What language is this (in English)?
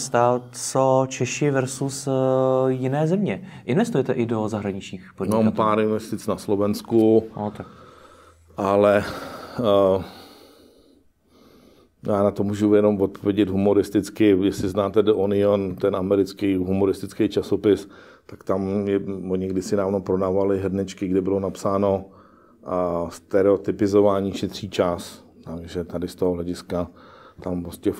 Czech